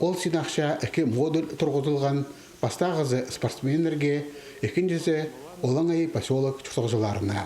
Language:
Khakas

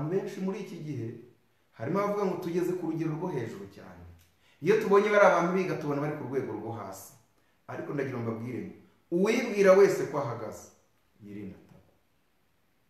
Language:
Kinyarwanda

